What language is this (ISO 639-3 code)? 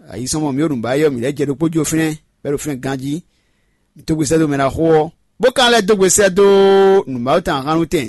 fon